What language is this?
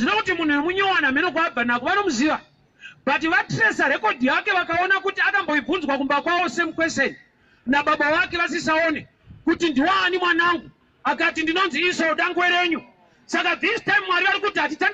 Shona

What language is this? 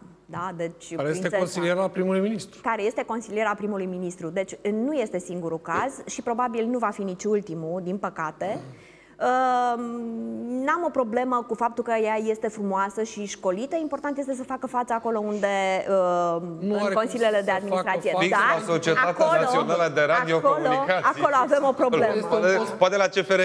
Romanian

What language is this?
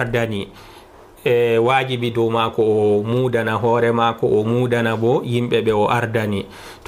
Fula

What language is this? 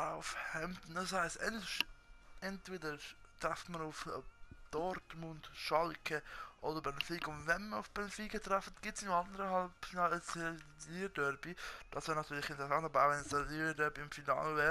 Swiss German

